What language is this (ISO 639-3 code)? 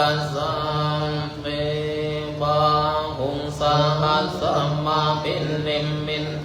pli